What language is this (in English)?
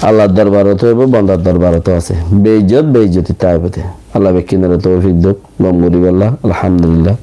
Rohingya